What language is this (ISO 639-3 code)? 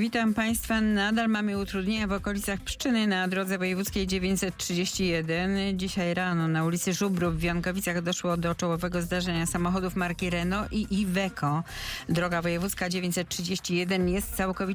pol